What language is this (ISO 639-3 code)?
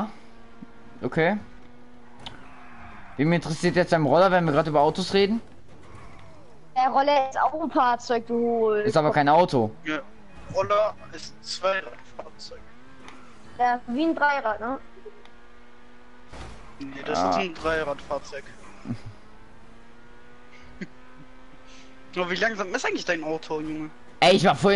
deu